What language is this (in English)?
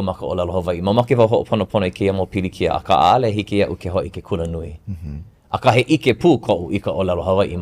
Hawaiian